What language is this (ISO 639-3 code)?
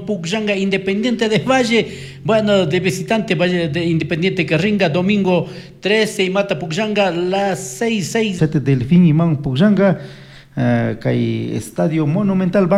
qug